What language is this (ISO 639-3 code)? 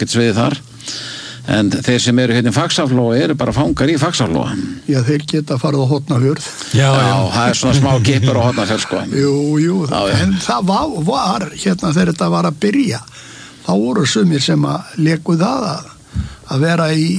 isl